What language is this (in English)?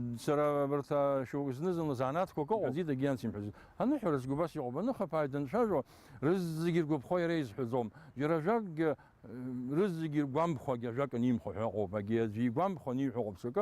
Abkhazian